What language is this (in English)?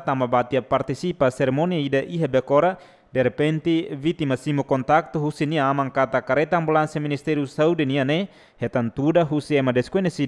Tetum